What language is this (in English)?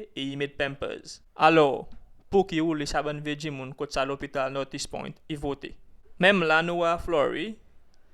Seselwa Creole French